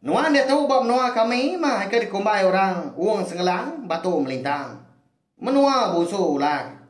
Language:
Iban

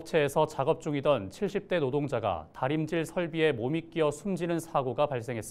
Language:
Korean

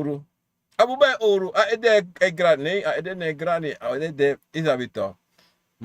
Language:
Sranan Tongo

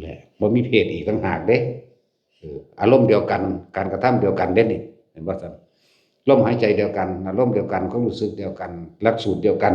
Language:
Lao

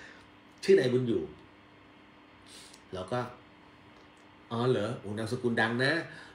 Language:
Thai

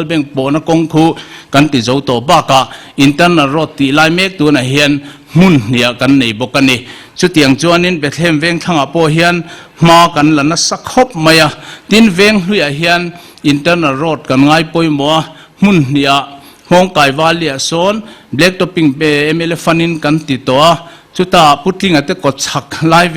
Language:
Mizo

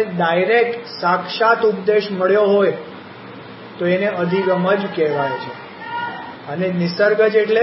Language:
Gujarati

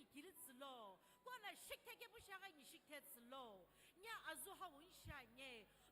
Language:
Sumi Naga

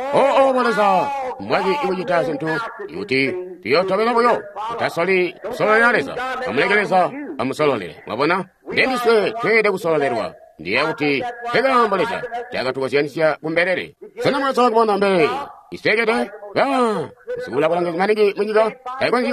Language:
Tonga (Zambia)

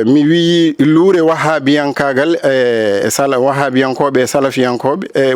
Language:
Fula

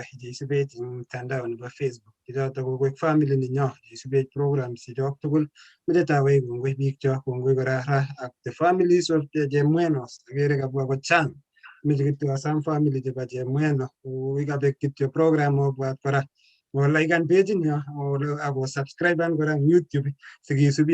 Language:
Kalenjin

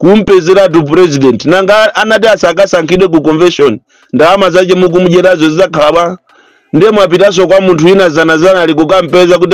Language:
Nyanja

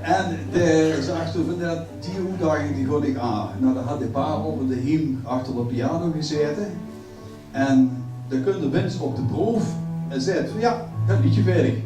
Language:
Limburgish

